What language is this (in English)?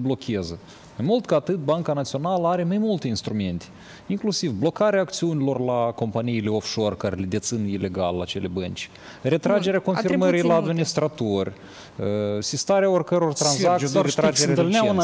Romanian